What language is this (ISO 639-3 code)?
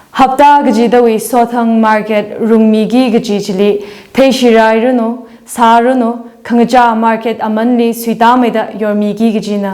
nmf